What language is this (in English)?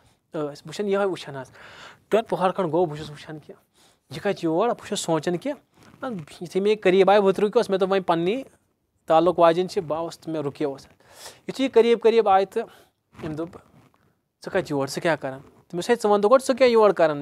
Kashmiri